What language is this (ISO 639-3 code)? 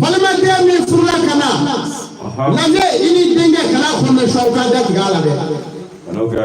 bam